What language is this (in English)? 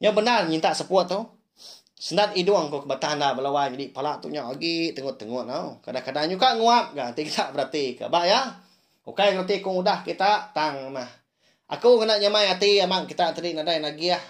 Iban